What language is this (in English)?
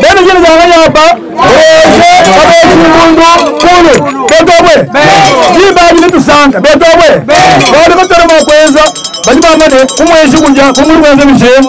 Luba-Lulua